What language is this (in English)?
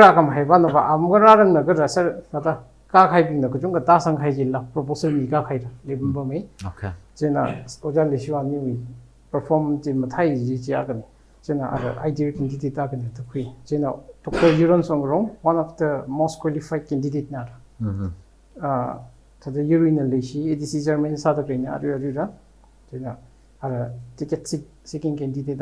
Tangkhul Naga (India)